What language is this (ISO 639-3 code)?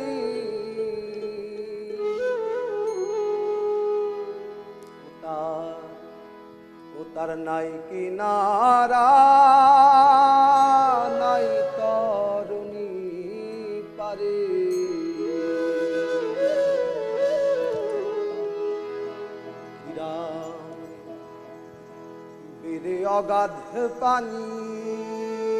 ben